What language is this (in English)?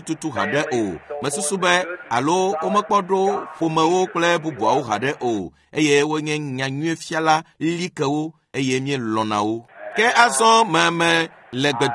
Ewe